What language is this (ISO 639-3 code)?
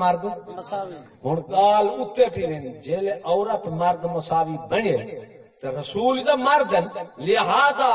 skr